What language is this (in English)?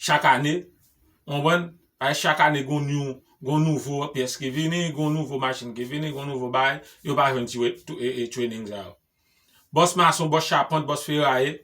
Haitian Creole